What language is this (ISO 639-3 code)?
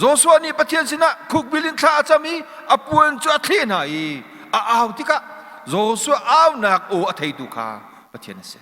cnh